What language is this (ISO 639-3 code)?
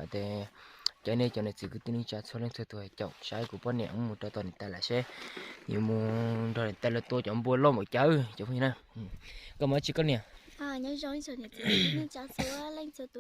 hmn